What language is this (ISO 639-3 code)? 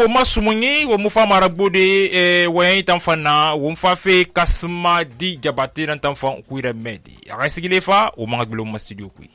sus